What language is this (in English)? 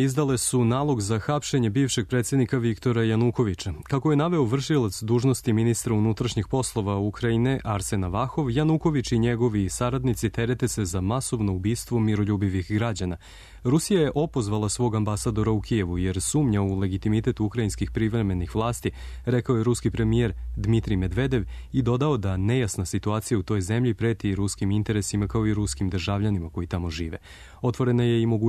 Serbian